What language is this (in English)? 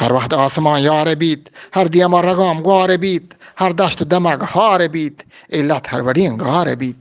Eastern Balochi